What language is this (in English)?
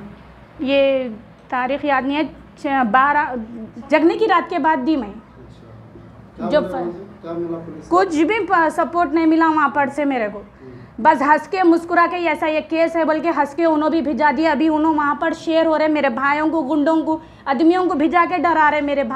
Hindi